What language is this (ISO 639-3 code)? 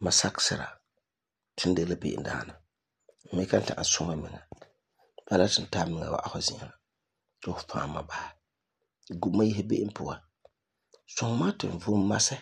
gur